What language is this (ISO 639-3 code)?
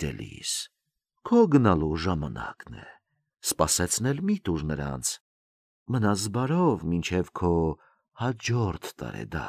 hye